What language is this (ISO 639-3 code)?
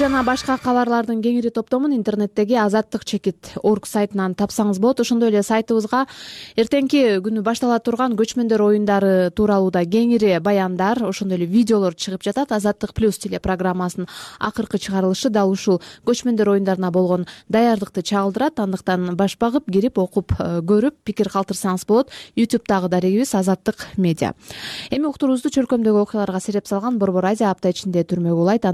kir